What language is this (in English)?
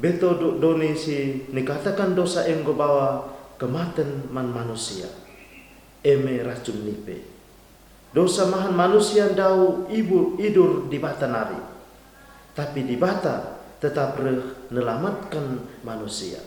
Batak Karo